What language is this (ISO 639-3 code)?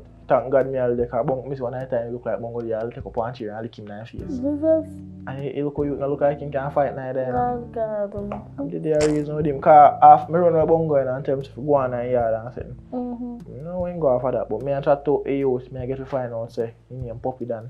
jam